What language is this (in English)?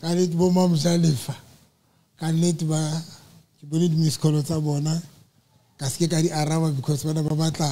Southern Sotho